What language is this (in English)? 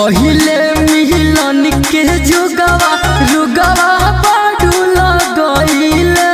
Bhojpuri